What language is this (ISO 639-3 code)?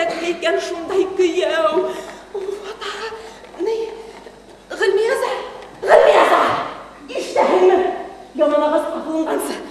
bak